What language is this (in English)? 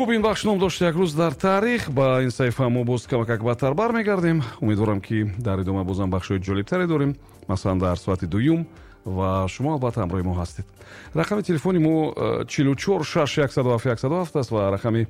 Tajik